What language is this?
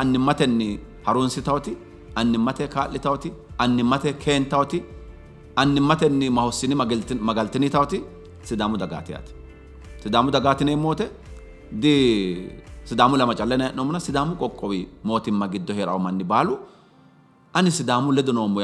Sidamo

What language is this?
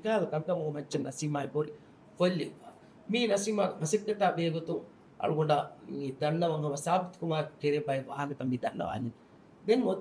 Divehi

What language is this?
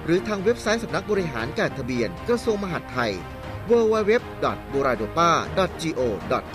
Thai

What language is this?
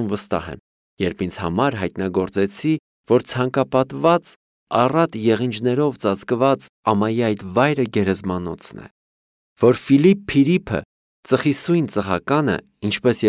Armenian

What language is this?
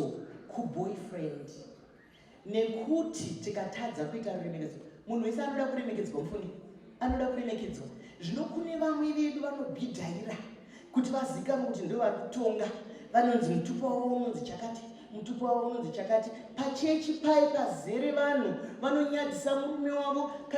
Shona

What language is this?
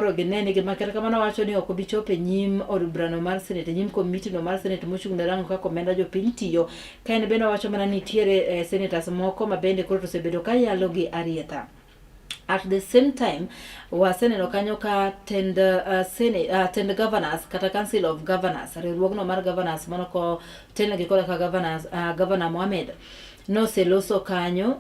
Luo (Kenya and Tanzania)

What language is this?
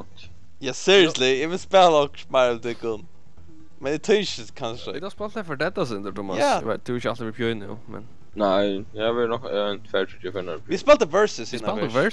Faroese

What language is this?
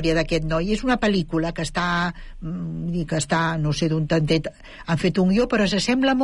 Catalan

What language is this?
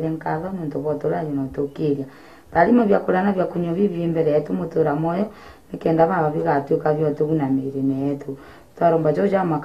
Meru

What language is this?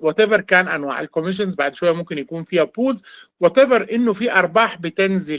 Sudanese Arabic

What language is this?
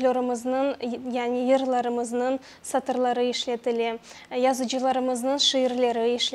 Crimean Tatar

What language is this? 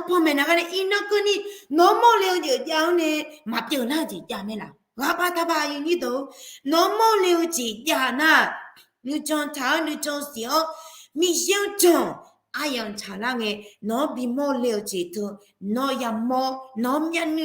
Akha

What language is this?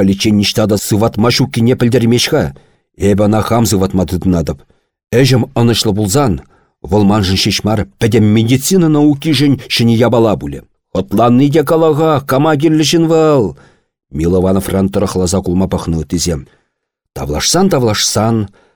Chuvash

